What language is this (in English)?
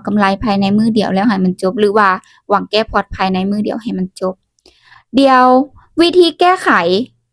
Lao